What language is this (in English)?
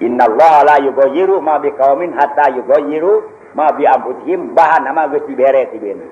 Sundanese